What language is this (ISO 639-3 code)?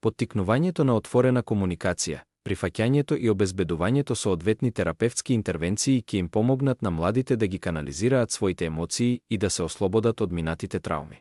mkd